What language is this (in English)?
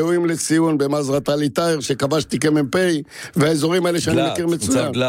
Hebrew